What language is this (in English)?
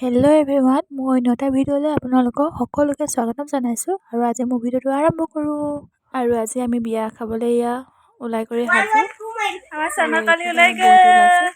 Assamese